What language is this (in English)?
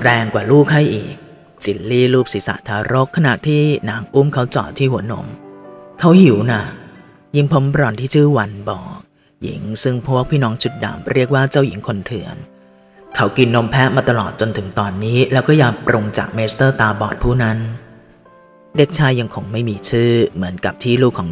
Thai